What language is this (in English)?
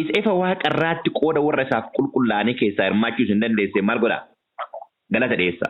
Oromo